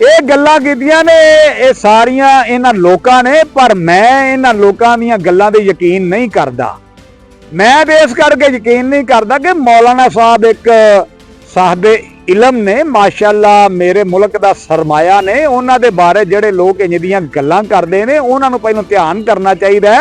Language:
Western Panjabi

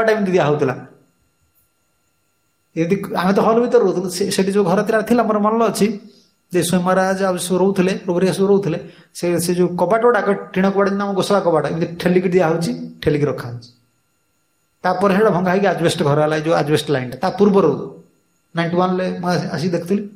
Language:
Odia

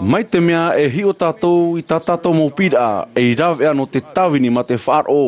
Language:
Tahitian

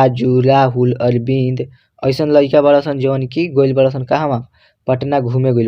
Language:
Bhojpuri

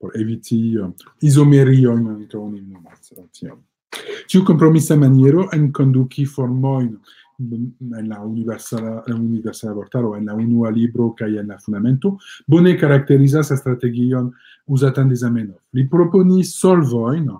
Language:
Esperanto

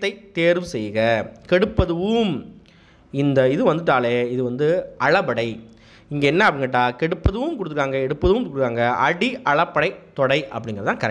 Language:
Tamil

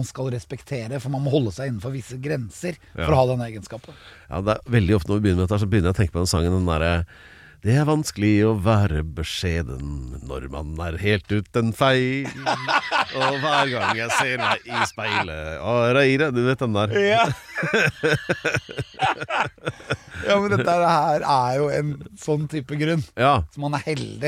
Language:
Norwegian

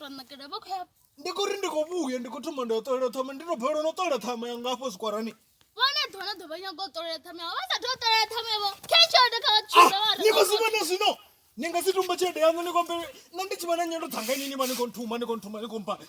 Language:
Venda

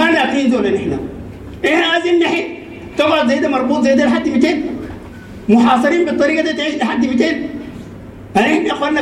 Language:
Sudanese Arabic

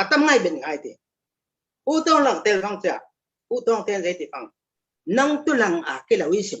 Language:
Falam Chin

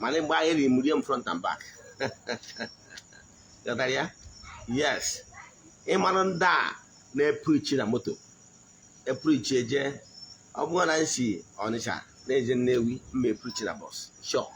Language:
Igbo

